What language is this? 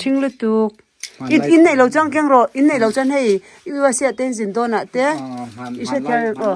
Mizo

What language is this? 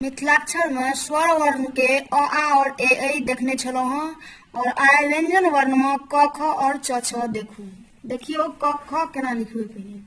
Maithili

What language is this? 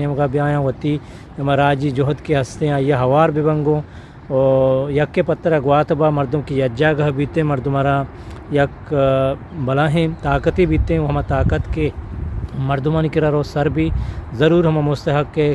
Eastern Balochi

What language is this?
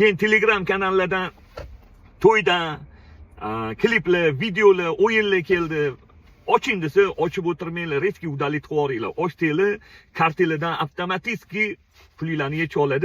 Uzbek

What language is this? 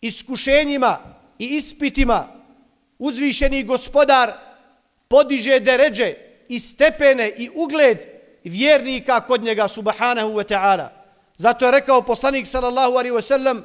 Bosnian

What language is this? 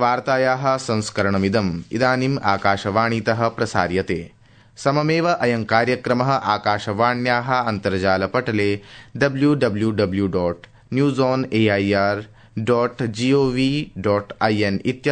Sanskrit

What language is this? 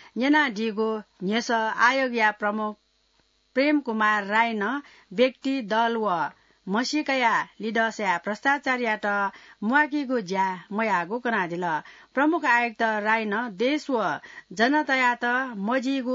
Newari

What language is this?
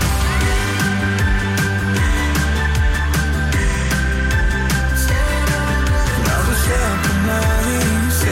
Danish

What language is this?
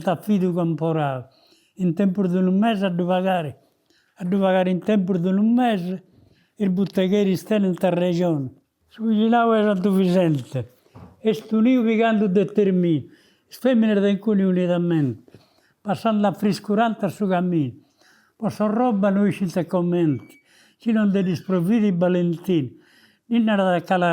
Sardinian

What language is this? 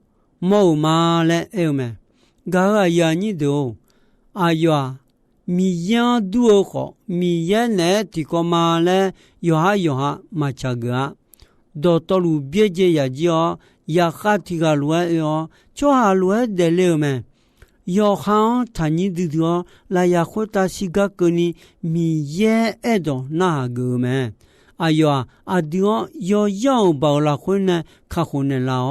Akha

